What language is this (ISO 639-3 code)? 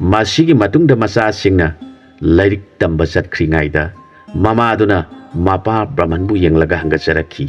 mni